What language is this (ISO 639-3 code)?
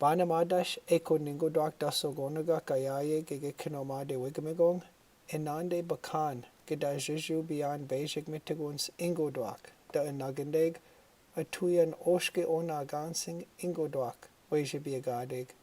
ciw